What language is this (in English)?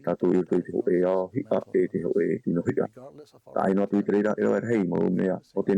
Tahitian